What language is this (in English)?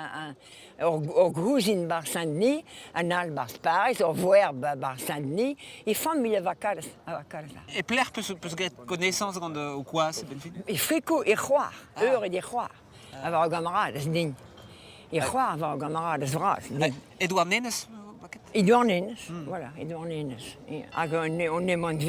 Breton